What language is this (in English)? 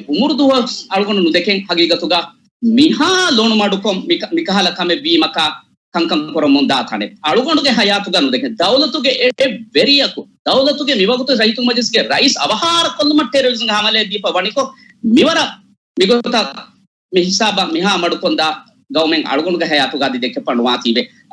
Divehi